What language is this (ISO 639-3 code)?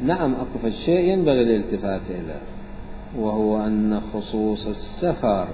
acm